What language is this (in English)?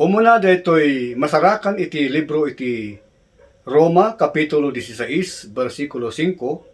Iloko